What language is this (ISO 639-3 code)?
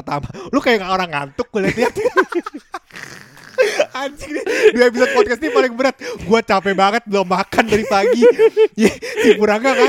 ind